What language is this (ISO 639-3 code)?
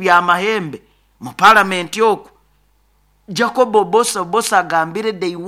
nyo